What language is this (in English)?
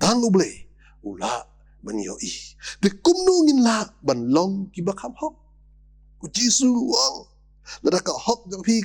Khasi